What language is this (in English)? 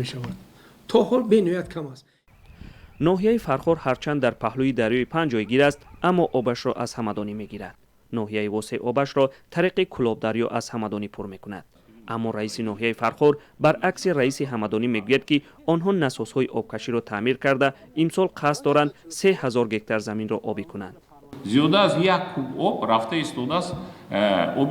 Tajik